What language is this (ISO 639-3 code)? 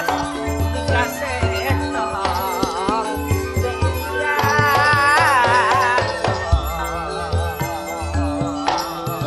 mad